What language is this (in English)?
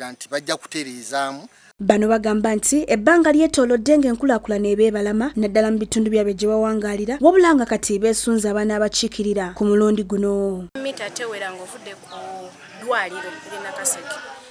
Ganda